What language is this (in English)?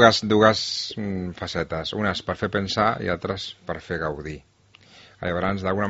Catalan